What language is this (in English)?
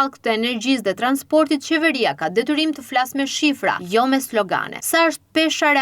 Albanian